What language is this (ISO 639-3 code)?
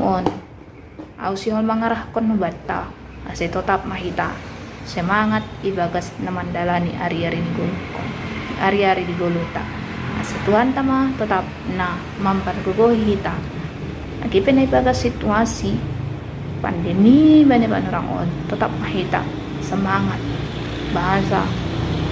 bts